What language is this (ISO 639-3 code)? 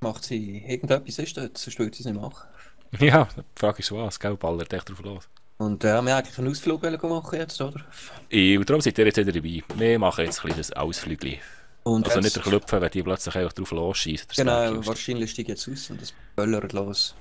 gsw